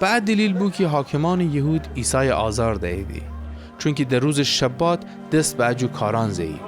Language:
Gilaki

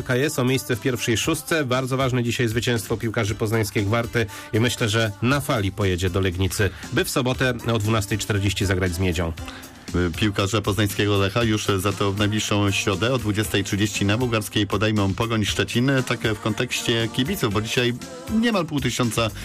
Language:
Polish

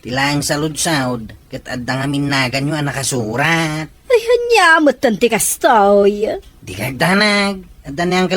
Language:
Iloko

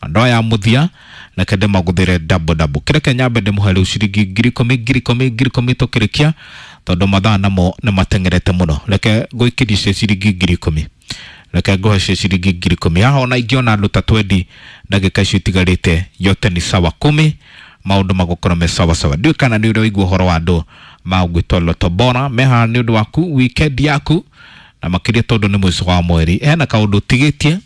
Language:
Kikuyu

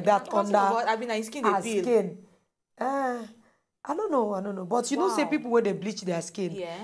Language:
Nigerian Pidgin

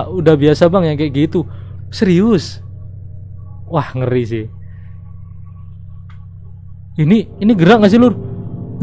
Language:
Indonesian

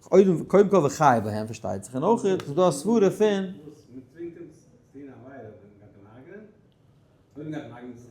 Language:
Yiddish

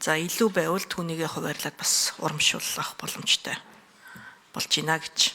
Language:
Mongolian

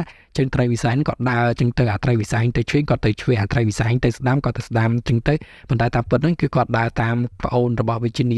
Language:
Khmer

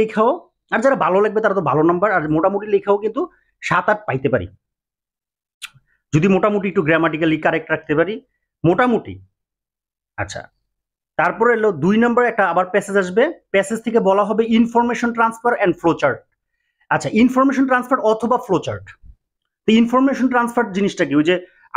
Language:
Bangla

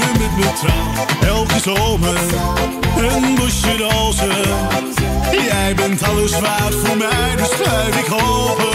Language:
Dutch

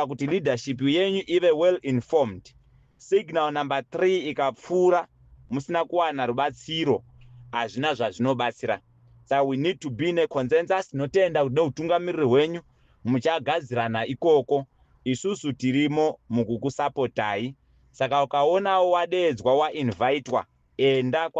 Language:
Shona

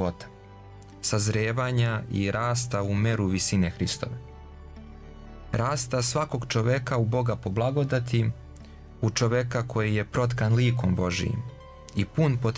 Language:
Serbian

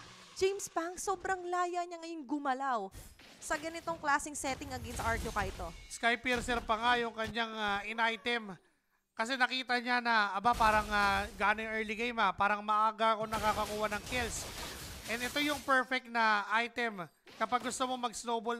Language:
Filipino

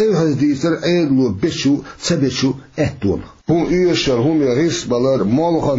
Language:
Chechen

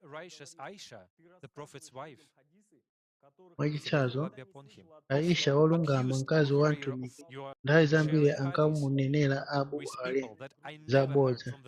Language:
Nyanja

